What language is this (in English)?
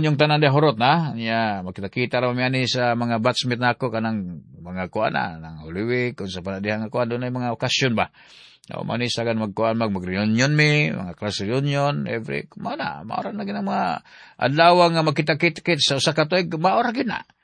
Cebuano